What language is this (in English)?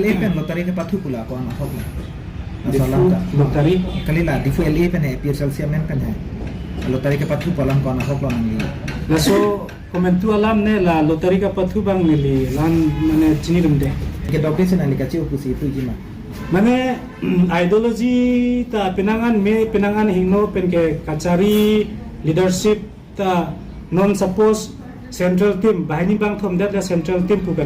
Karbi